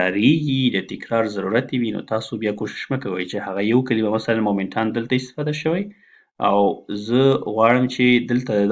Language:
Pashto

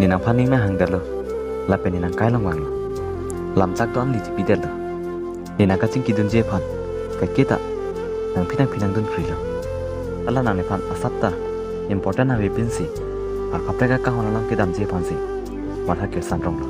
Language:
Karbi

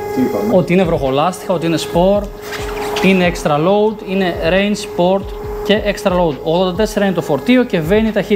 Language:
Greek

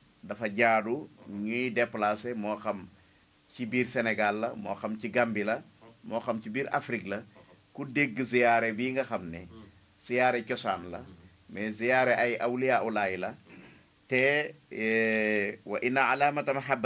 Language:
Wolof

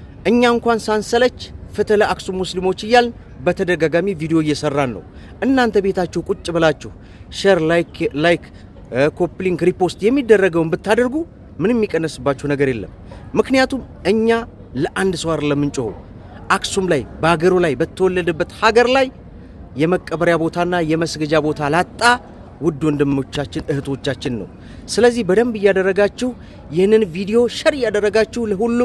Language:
Amharic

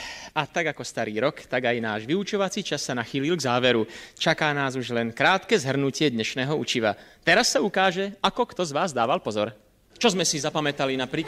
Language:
Slovak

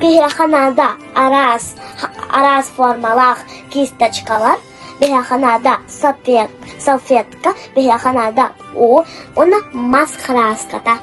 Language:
Yakut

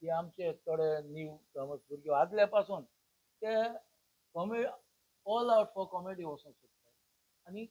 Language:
Konkani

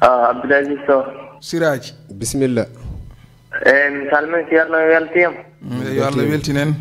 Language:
Fula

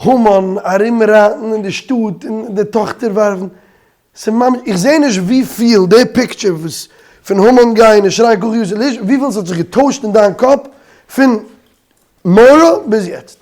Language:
Yiddish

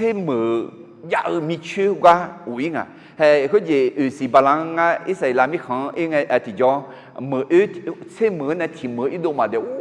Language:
Akha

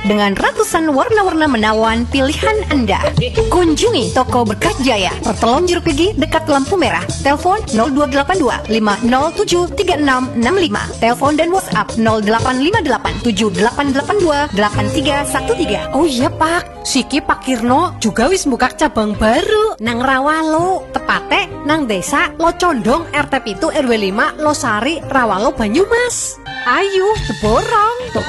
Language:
Indonesian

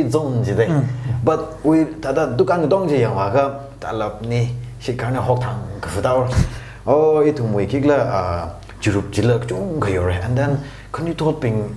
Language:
Tangkhul Naga (India)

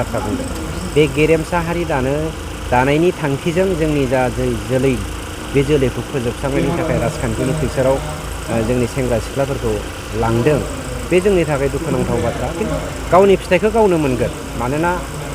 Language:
Bodo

